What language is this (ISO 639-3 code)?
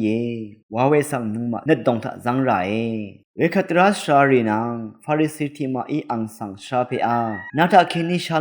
raw